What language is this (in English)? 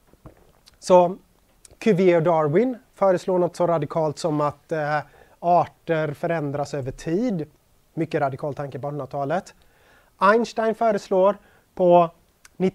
Swedish